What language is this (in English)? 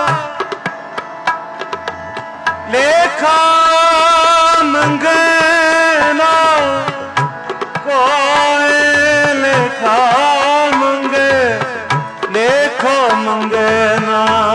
Punjabi